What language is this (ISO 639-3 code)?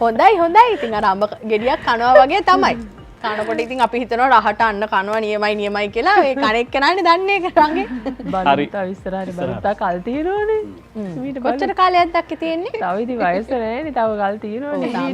sin